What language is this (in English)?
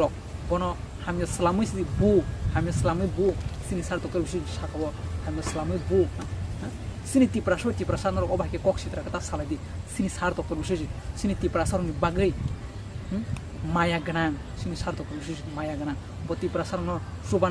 Kok Borok